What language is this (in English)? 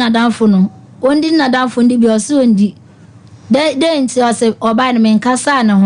Akan